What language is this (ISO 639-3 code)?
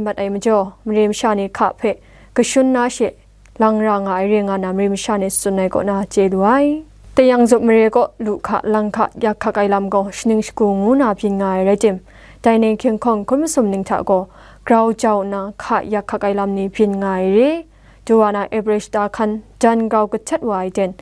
kac